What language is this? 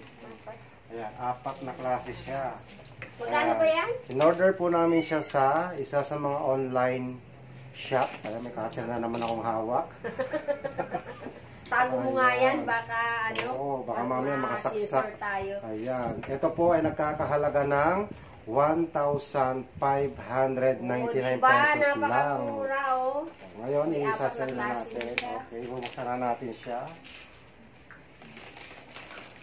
Filipino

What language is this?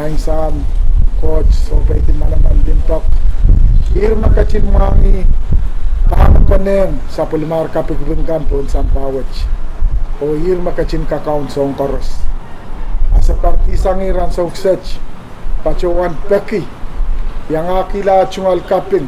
Pohnpeian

